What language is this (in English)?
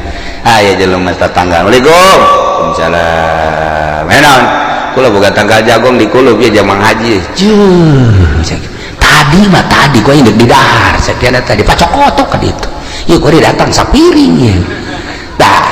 Sundanese